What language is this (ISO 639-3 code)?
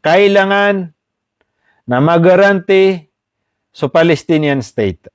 mrw